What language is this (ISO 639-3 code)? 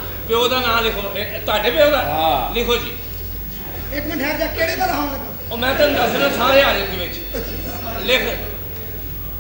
pan